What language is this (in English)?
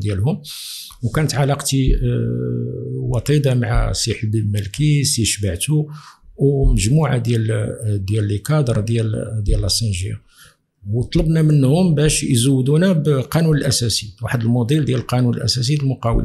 Moroccan Arabic